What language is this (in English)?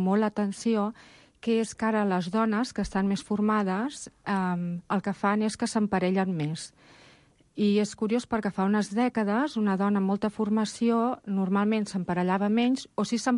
Catalan